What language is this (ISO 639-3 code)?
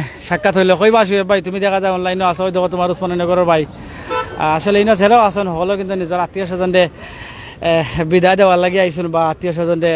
syl